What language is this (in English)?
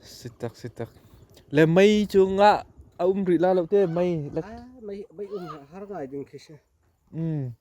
Hakha Chin